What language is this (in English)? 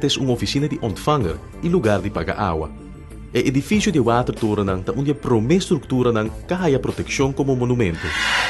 Papiamento